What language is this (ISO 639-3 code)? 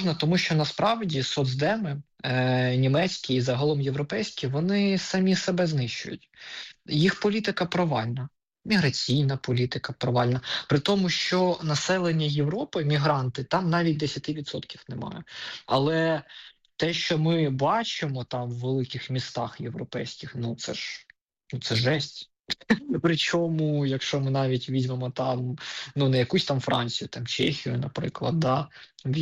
ukr